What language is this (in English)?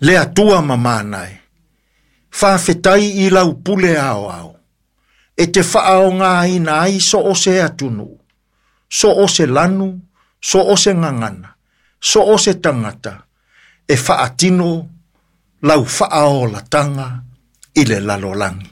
Samoan